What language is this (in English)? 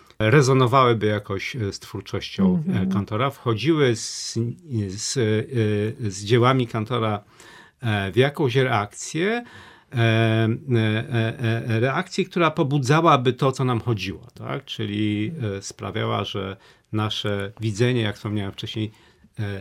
Polish